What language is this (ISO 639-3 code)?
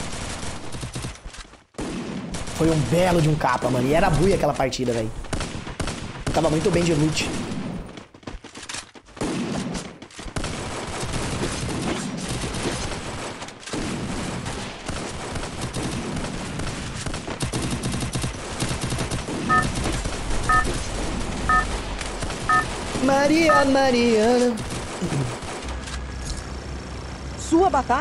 por